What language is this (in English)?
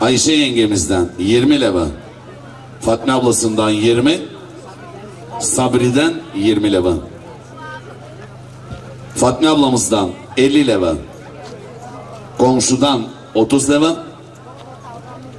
Turkish